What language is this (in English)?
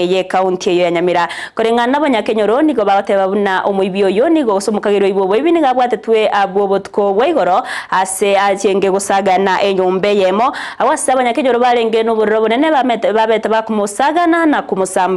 Gusii